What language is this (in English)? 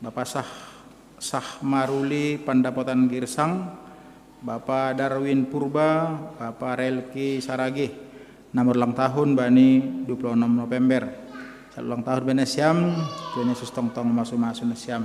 Batak Simalungun